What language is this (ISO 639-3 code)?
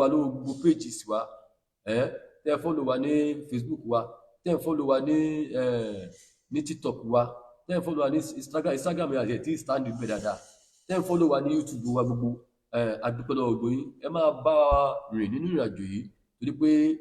yor